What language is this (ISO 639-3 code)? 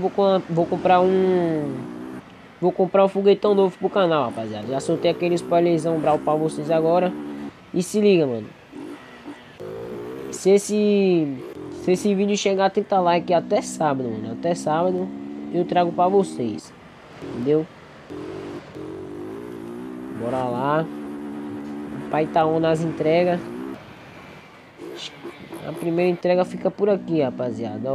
por